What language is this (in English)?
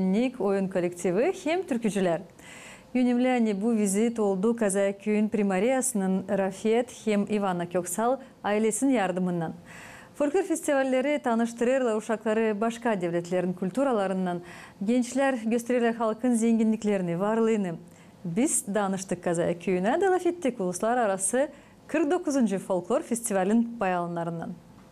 Gagauz